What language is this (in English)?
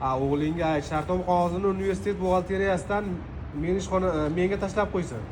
Uzbek